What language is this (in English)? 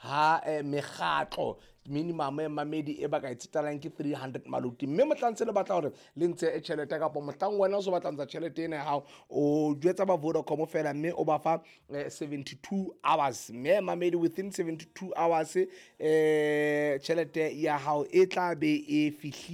Southern Sotho